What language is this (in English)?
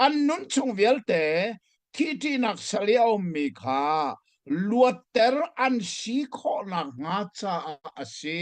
Hakha Chin